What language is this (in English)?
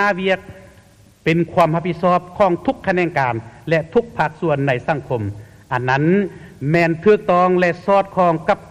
Lao